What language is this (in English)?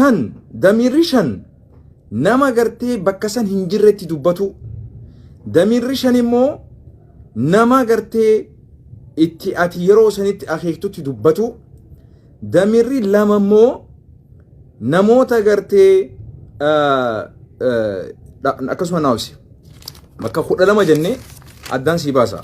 Oromo